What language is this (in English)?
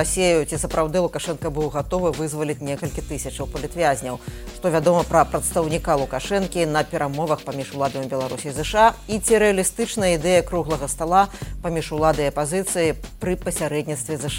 Belarusian